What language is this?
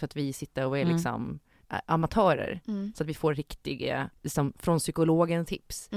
Swedish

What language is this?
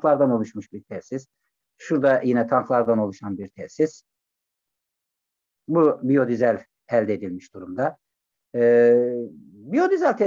Turkish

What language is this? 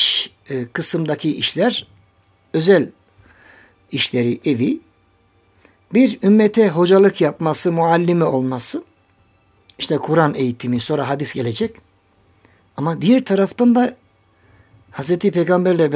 Turkish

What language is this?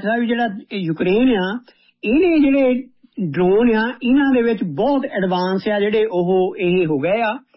Punjabi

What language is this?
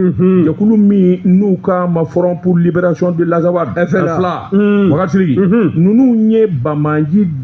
Bambara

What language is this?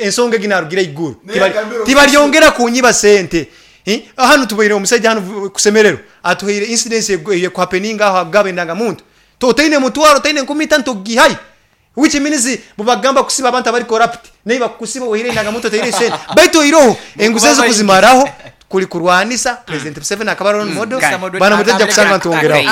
Nyankole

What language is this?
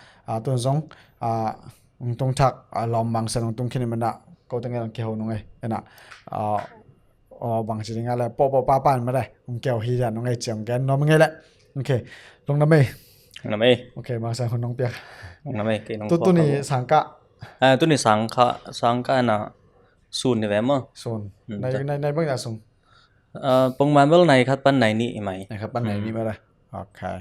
Tedim Chin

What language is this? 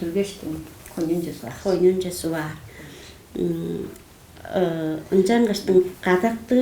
Tuvinian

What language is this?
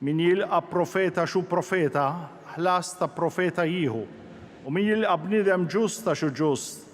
Maltese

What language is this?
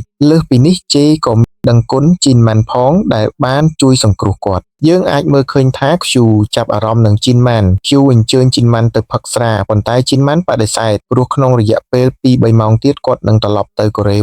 Khmer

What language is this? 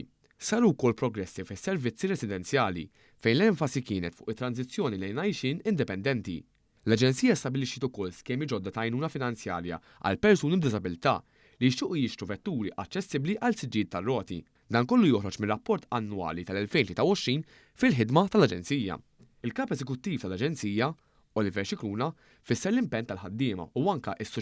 Maltese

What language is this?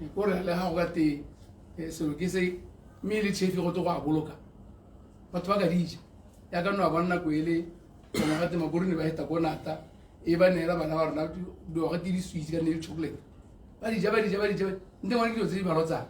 Tswana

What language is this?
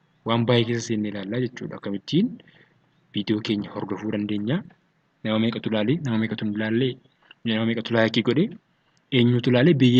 Oromo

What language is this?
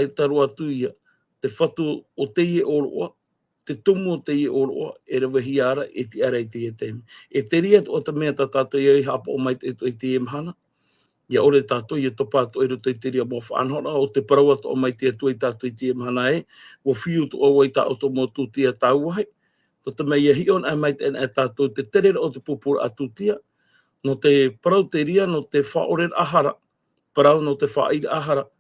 Tahitian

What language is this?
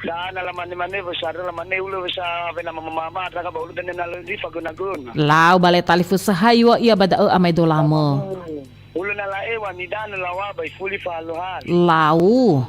Nias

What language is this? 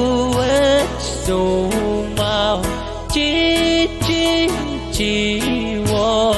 Pohnpeian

